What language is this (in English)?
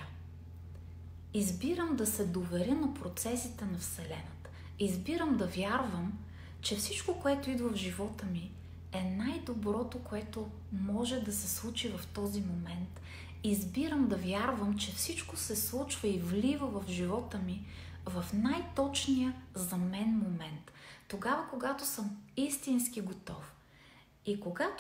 Bulgarian